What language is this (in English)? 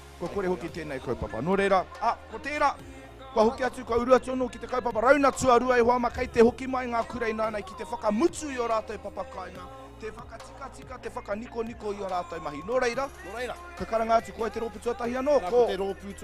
Māori